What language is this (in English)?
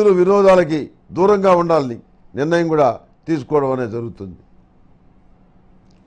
Telugu